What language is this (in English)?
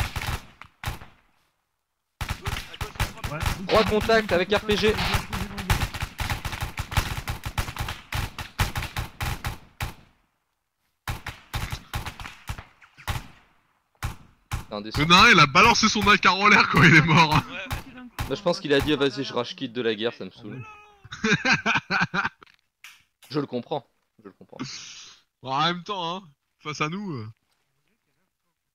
French